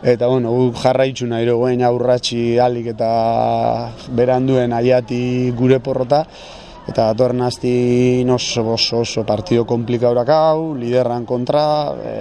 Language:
Basque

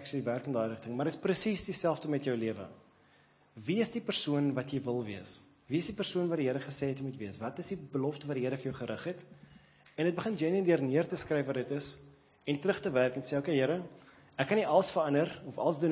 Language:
Afrikaans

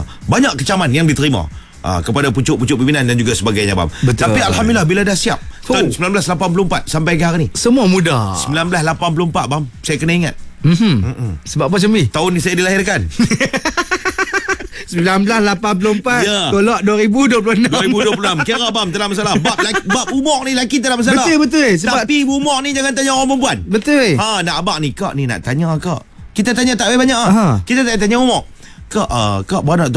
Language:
Malay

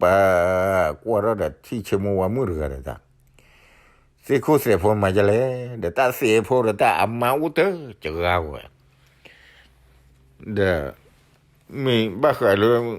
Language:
S'gaw Karen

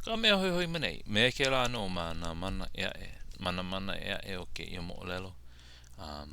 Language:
Hawaiian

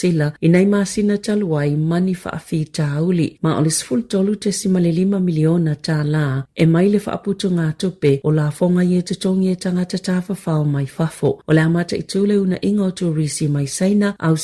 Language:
Samoan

